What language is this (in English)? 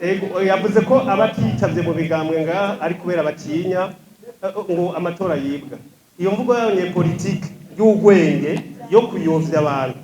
Rundi